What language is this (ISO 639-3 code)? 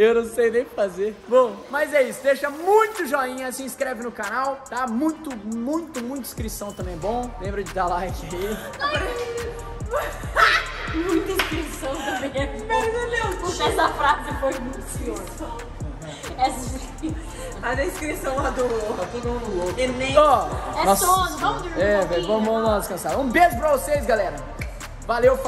por